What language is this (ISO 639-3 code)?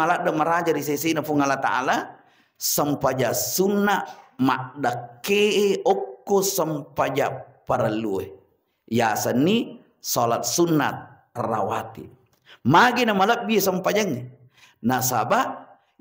bug